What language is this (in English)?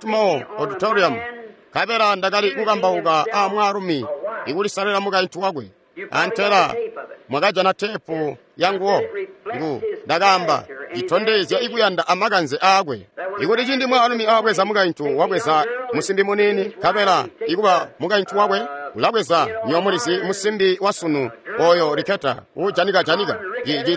Tonga (Zambia)